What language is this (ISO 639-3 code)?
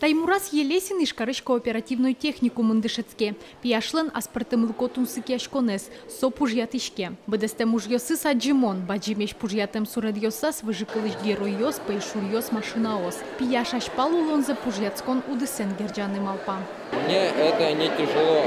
udm